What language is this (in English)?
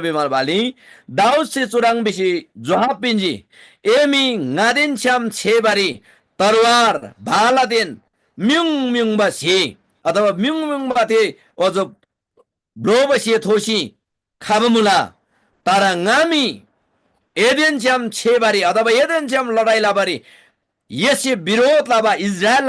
Eastern Tamang